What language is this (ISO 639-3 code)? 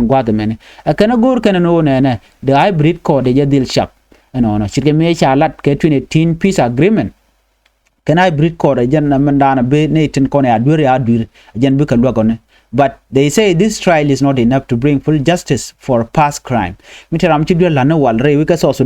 nus